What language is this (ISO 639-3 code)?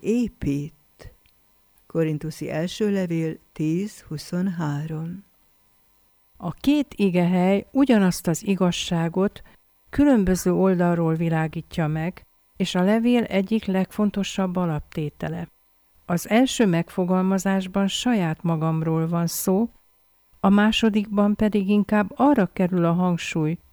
hun